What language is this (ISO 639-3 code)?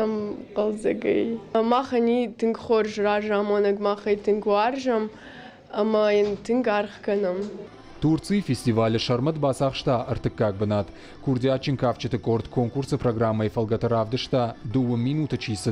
oss